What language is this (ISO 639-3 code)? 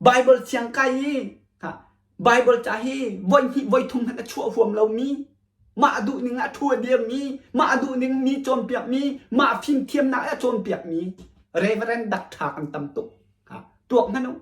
cnh